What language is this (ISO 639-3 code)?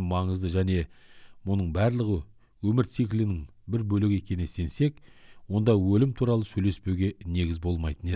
kaz